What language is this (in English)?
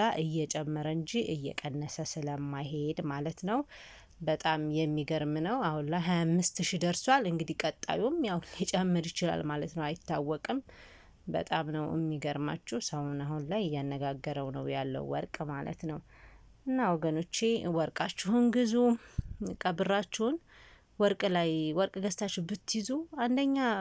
Amharic